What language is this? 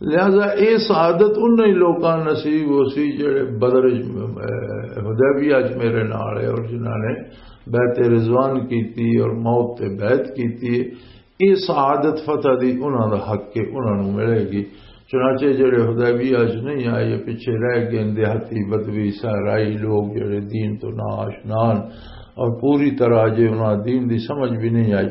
Western Panjabi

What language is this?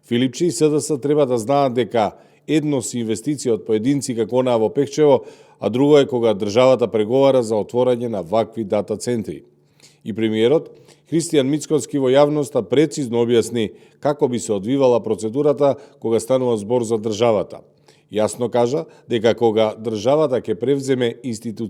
Macedonian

